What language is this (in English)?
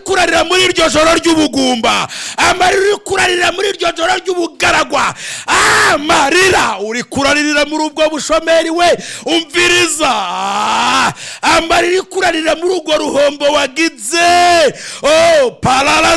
Rundi